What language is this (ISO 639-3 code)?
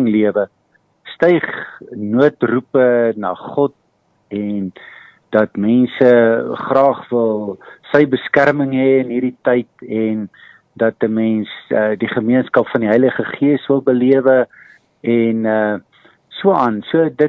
afr